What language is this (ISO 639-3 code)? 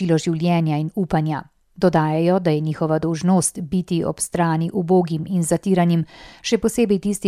slv